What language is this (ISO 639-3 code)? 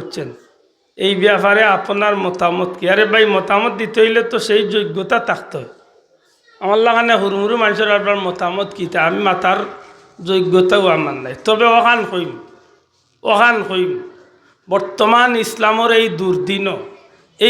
syl